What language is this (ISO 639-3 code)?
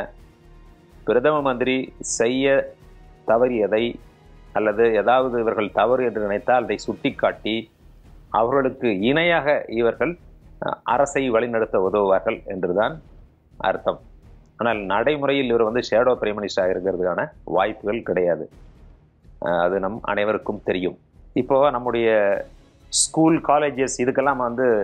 tam